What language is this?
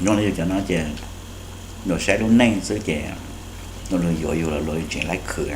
Hmong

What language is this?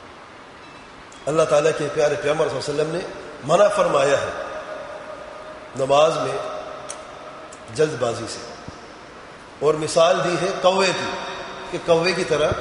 Urdu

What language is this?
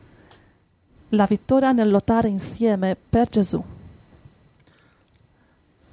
Italian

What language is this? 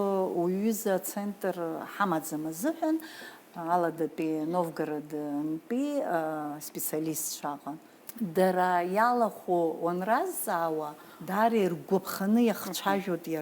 Abkhazian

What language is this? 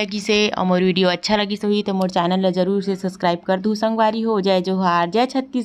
Chhattisgarhi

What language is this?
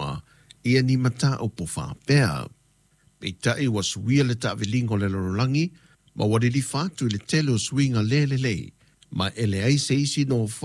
Samoan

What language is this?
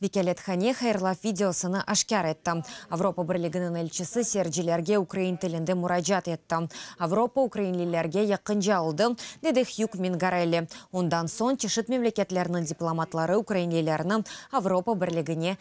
Crimean Tatar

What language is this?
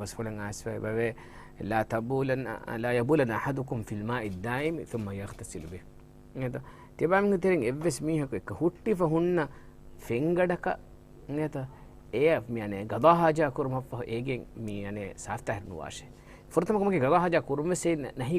Divehi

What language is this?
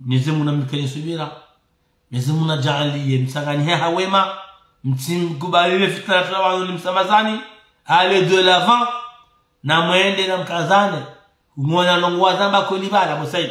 Ngazidja Comorian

